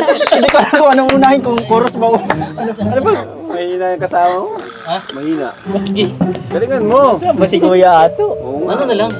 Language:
Filipino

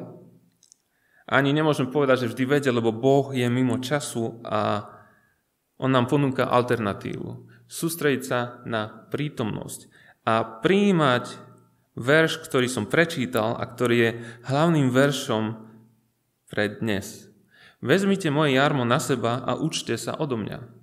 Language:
Slovak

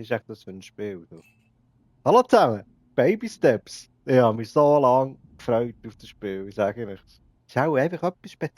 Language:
Swiss German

